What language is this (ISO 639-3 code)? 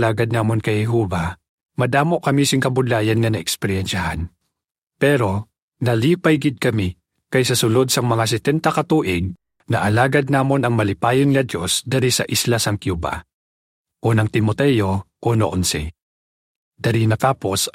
hil